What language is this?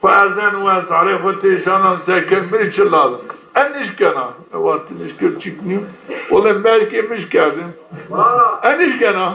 Zaza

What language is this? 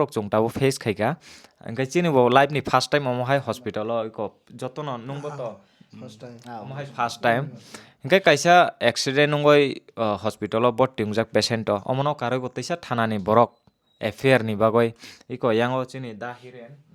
Kok Borok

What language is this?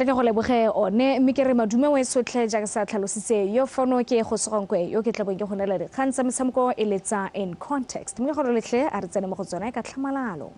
Tswana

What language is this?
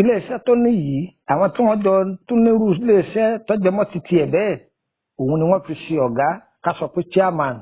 Yoruba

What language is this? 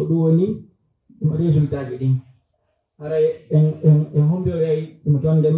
Pular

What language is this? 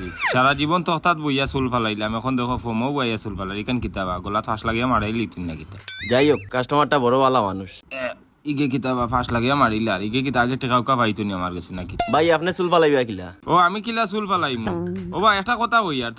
Sylheti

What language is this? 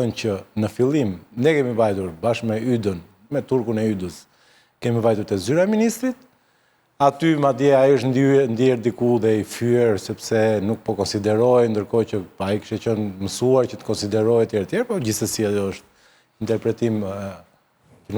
Albanian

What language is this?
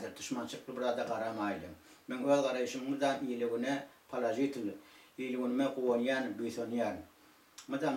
Turkmen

